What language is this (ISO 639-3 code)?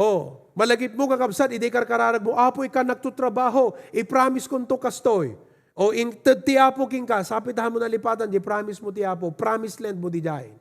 ilo